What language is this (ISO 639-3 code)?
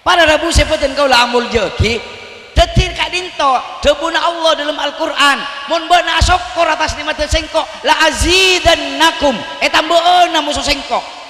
mad